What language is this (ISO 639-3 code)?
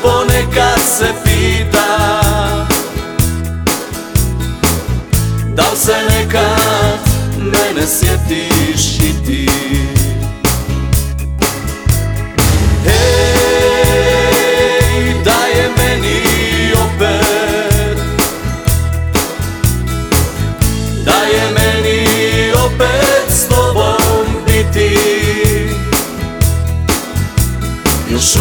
hrv